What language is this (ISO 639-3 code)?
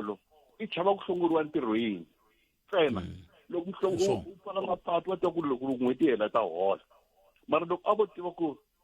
tso